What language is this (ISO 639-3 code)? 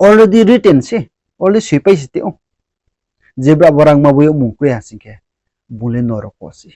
ria